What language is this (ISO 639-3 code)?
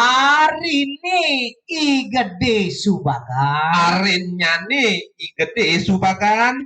ban